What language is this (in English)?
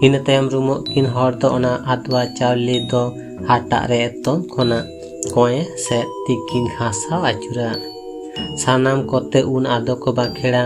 Santali